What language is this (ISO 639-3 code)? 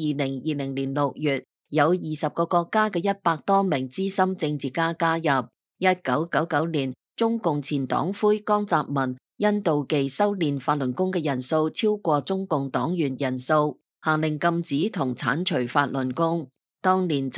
yue